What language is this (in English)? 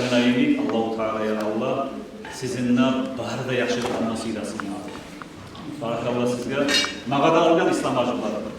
Kumyk